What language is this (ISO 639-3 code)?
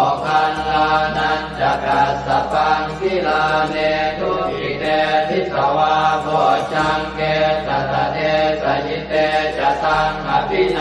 pli